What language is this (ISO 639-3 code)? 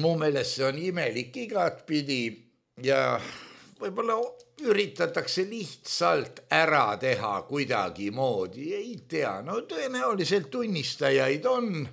est